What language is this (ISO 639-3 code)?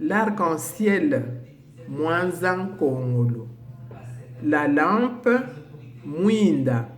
lua